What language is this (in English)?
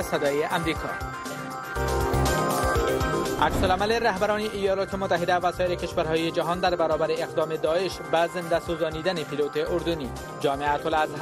Persian